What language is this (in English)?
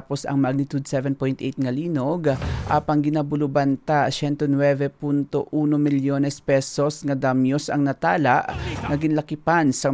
Hiligaynon